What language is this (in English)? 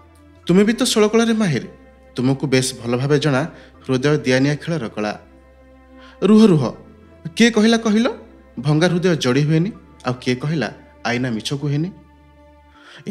Odia